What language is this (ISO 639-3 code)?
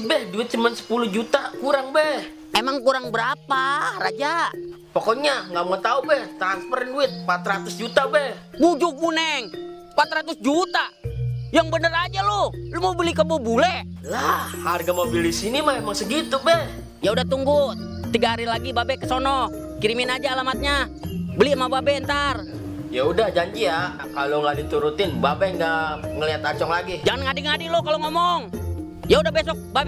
bew